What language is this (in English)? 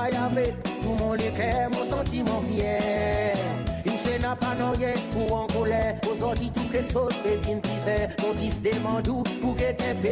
Seselwa Creole French